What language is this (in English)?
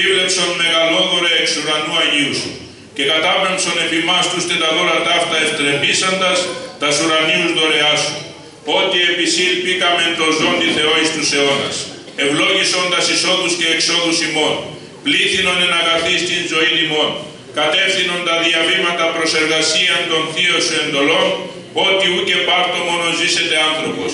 Greek